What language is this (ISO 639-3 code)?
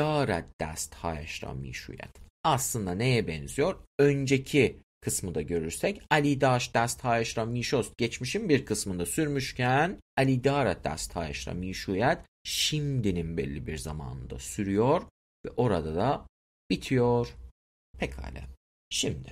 tur